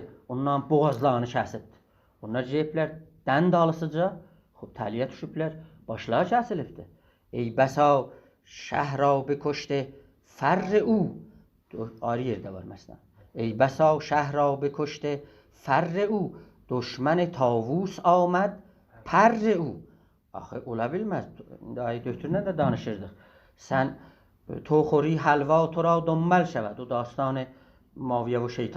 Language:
South Azerbaijani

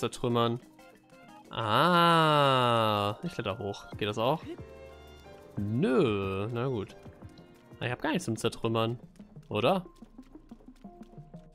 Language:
German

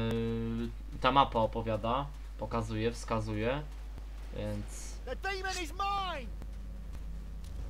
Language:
Polish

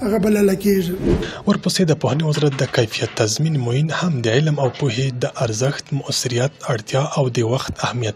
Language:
Pashto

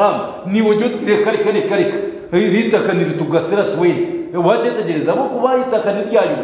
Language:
Nyankole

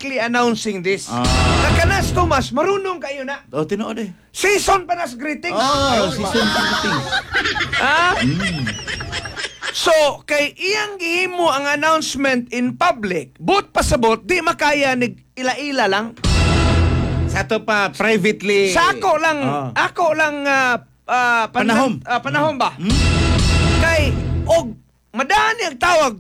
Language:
Cebuano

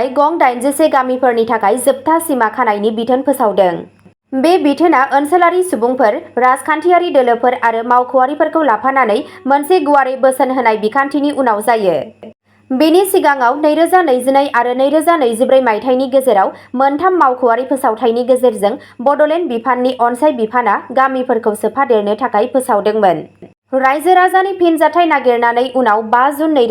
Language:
Bodo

